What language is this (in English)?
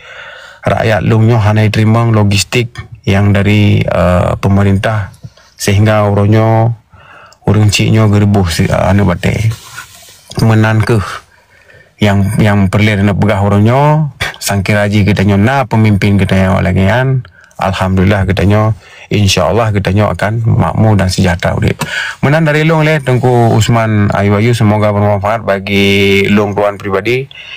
Achinese